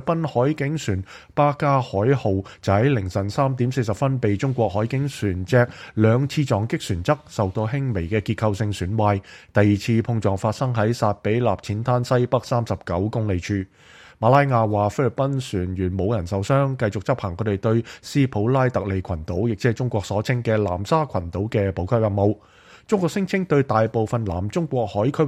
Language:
Cantonese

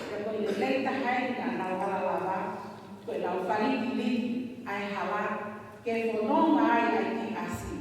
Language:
Tongan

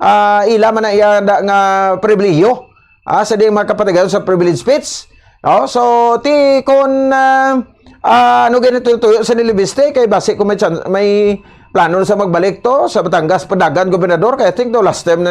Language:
Hiligaynon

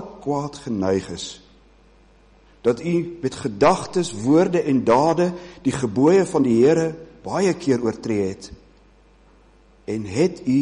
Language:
Afrikaans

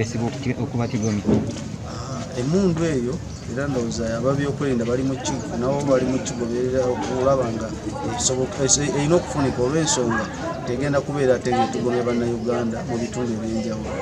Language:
Ganda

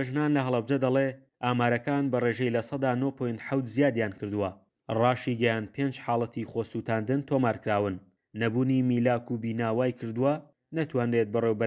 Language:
Central Kurdish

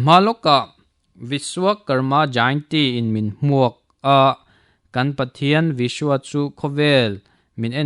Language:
Mizo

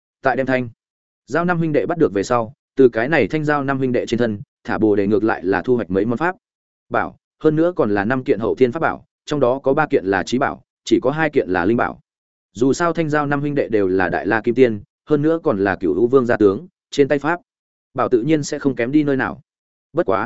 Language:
Vietnamese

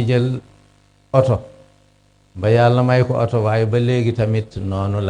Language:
Wolof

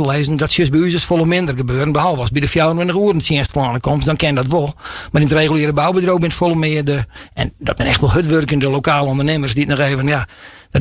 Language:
Western Frisian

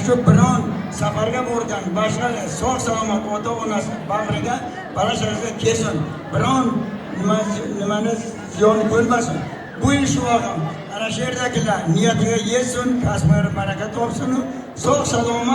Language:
Uzbek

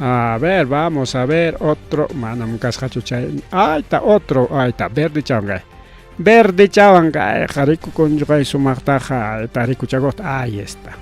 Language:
Ayacucho Quechua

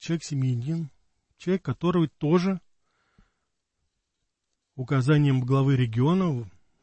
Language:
Russian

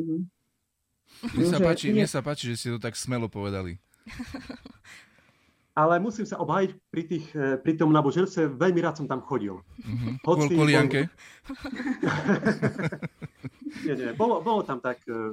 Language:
Slovak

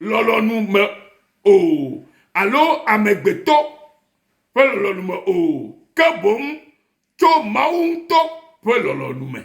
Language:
Ewe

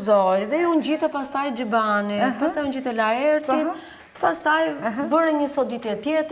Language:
Albanian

